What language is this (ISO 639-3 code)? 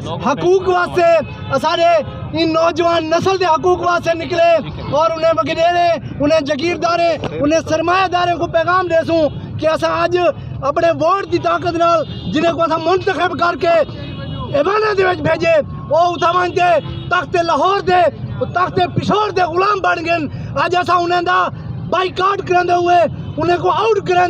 skr